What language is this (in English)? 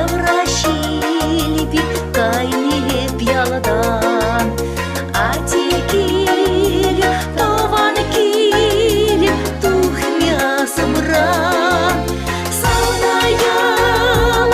Chuvash